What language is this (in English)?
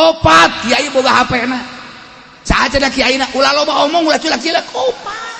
Sundanese